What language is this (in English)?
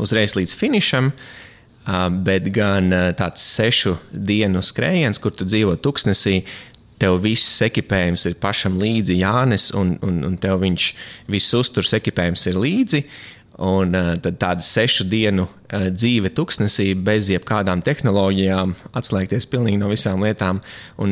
Latvian